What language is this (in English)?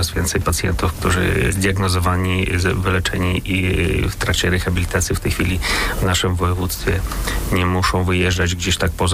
Polish